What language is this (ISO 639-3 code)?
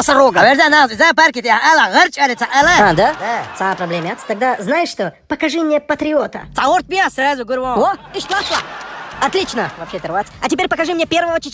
che